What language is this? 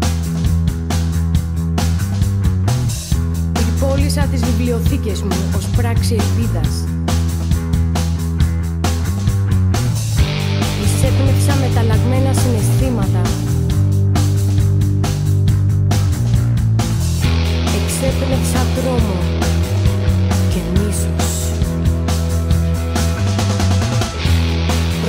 Greek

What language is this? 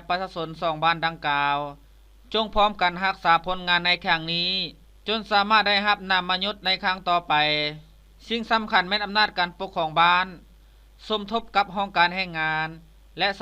Lao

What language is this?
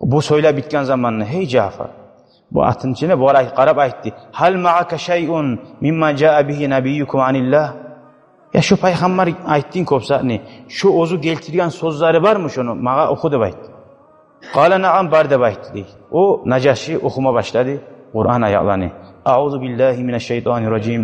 Kumyk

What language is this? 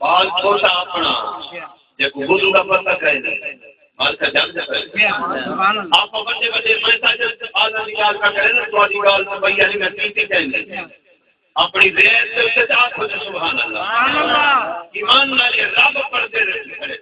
Saraiki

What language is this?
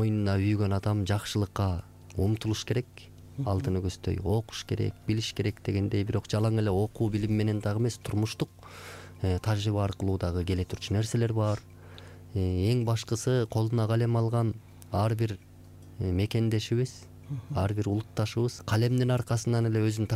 Kyrgyz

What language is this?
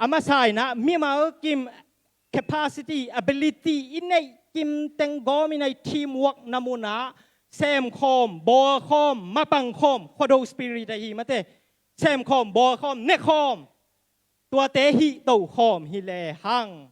Tedim Chin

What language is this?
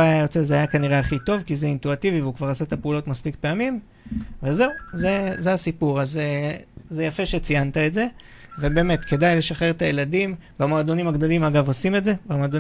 Hebrew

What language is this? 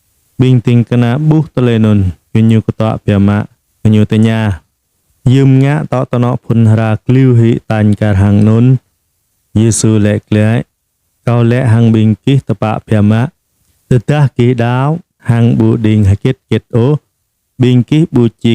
Jarai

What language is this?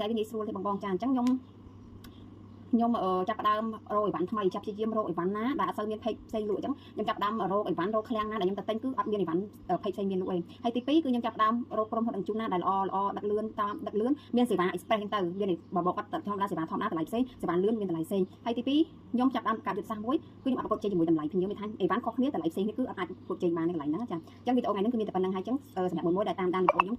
Khmer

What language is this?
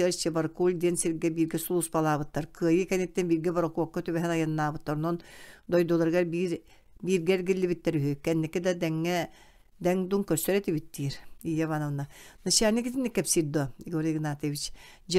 Yakut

